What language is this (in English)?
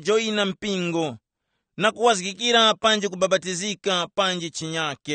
Tumbuka